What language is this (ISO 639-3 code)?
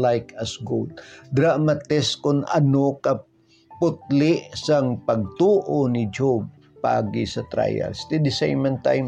hil